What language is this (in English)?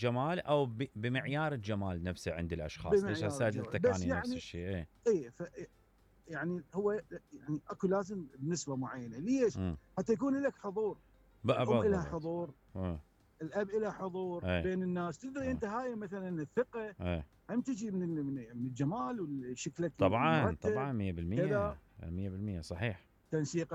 Mesopotamian Arabic